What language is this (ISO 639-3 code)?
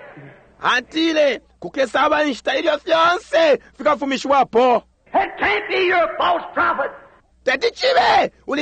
bem